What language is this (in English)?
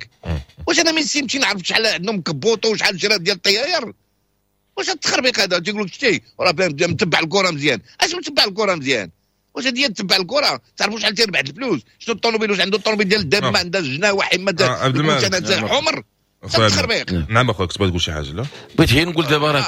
Moroccan Arabic